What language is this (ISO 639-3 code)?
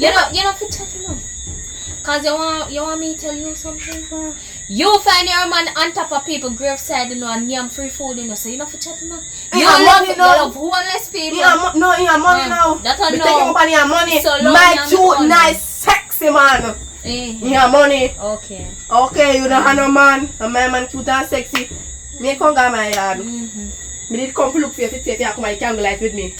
jam